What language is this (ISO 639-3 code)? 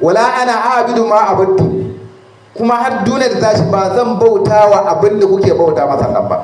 hau